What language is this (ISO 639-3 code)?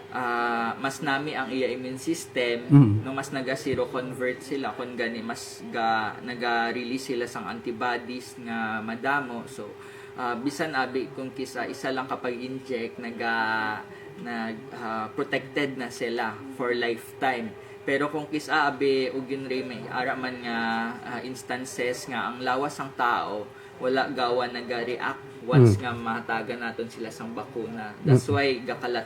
hil